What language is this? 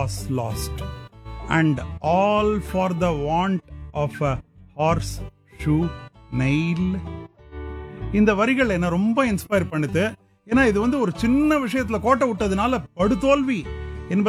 Tamil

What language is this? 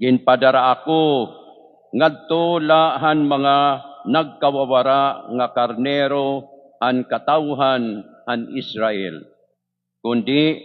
Waray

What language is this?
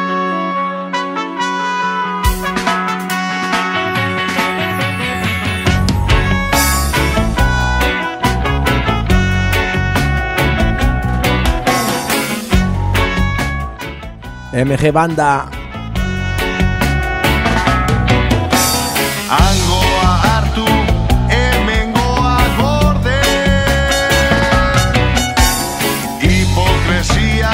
Basque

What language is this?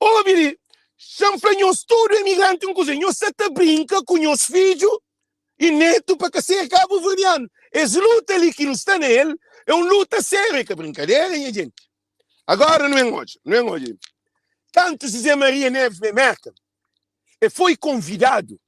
Kabuverdianu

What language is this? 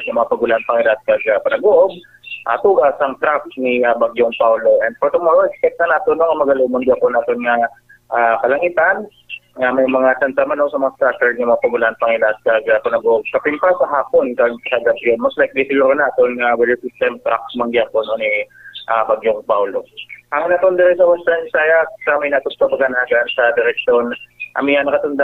Hiligaynon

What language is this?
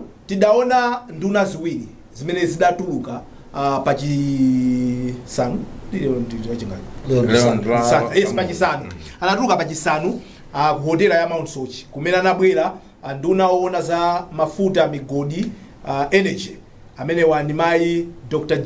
Nyanja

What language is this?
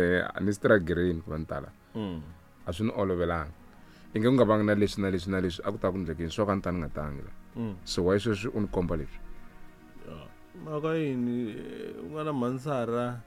Tsonga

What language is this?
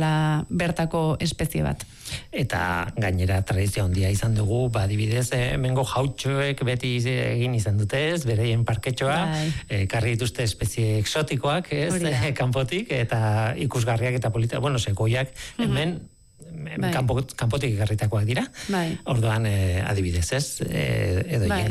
Basque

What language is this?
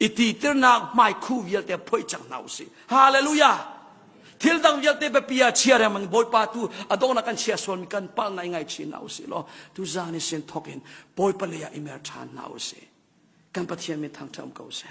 Hakha Chin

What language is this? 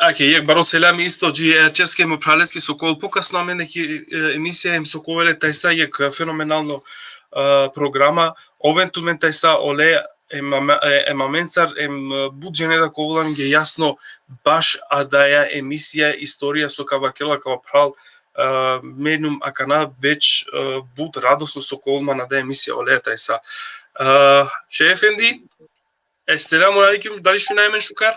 Balkan Romani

